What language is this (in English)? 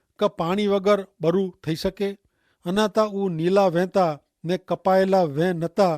Kachhi